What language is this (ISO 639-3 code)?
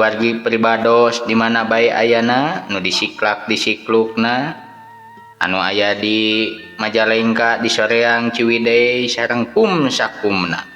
sun